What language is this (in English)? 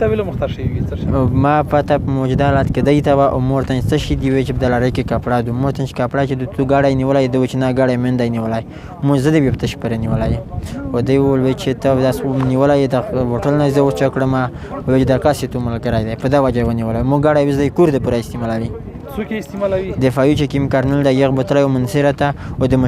Pashto